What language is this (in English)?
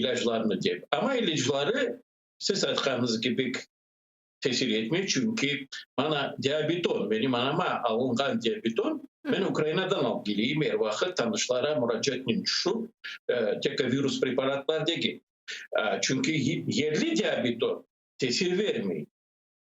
Crimean Tatar